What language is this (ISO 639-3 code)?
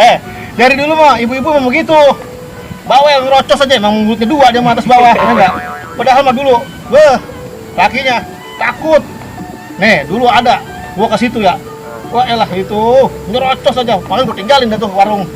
bew